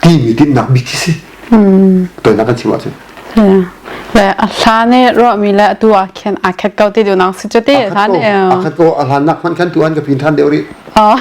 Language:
Hakha Chin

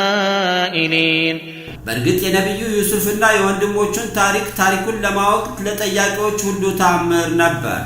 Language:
Amharic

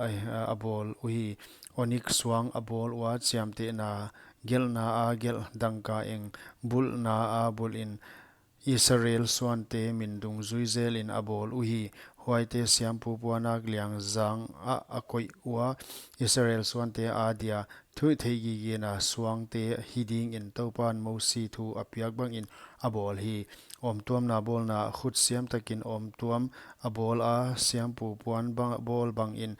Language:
Paite Chin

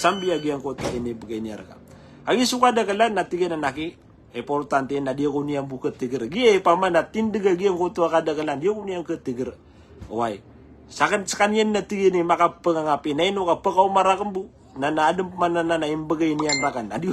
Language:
Maranao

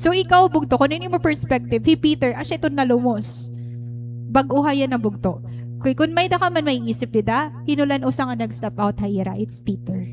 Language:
Waray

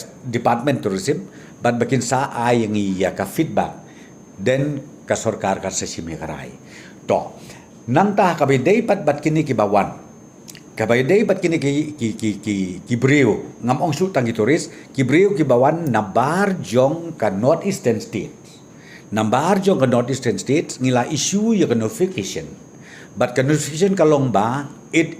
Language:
Khasi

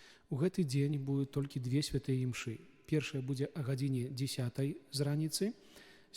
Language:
Belarusian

